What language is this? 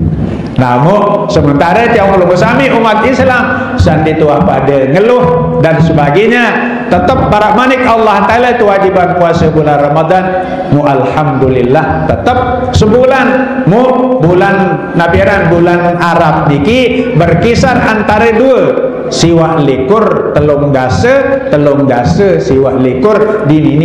Sasak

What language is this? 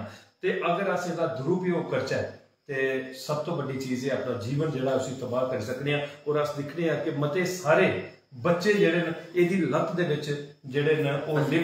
Dogri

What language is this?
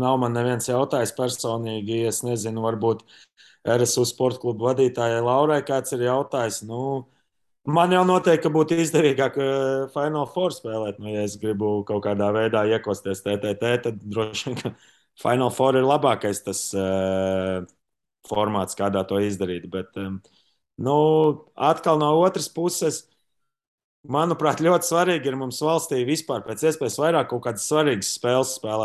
Latvian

